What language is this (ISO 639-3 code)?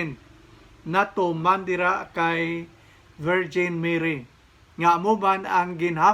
hil